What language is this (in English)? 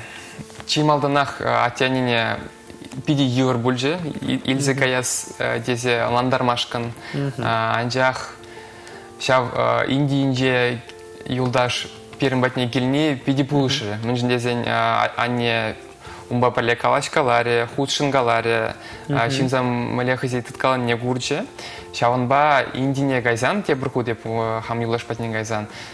Chuvash